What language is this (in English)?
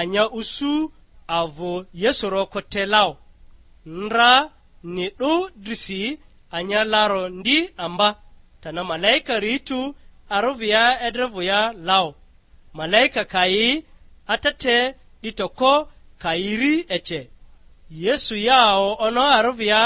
Lugbara